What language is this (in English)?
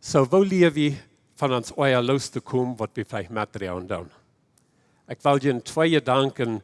Plautdietsch